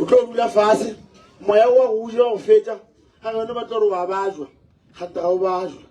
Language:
Northern Sotho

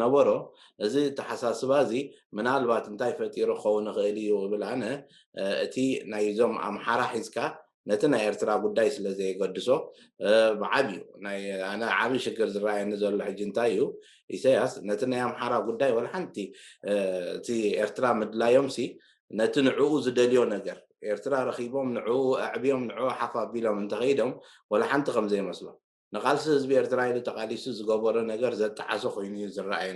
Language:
Tigrinya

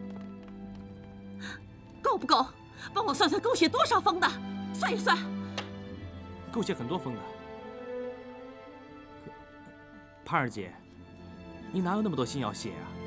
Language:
Chinese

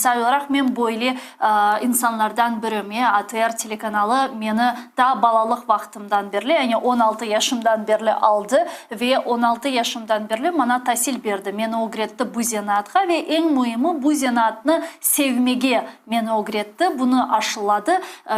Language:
Crimean Tatar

